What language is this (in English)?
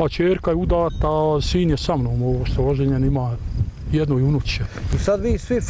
Bosnian